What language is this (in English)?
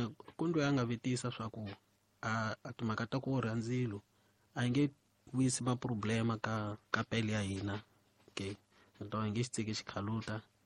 Tsonga